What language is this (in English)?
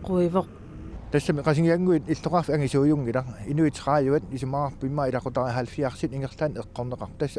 Kalaallisut